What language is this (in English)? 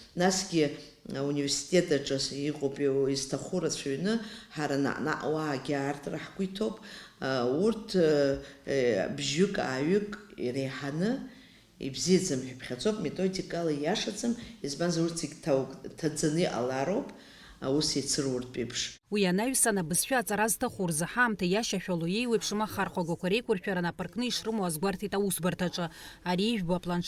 Abkhazian